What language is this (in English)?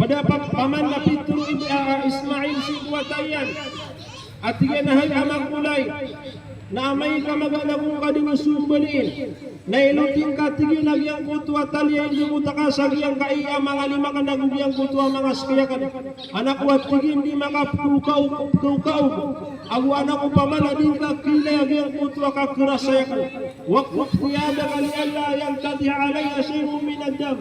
Maranao